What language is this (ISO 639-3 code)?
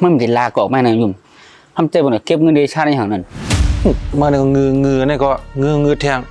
shn